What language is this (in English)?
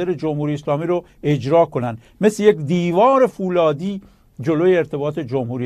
Persian